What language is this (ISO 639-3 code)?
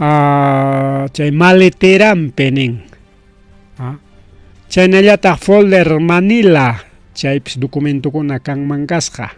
quy